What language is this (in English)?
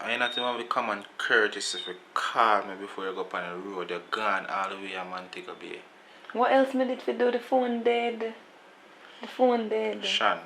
Jamaican Creole English